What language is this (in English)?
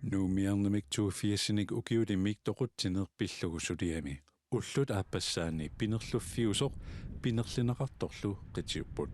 Kalaallisut